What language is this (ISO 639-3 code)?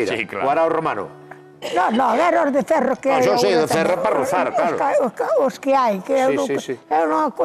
glg